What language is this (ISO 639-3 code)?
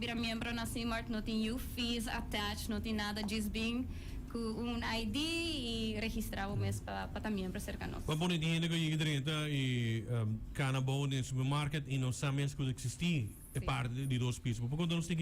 pap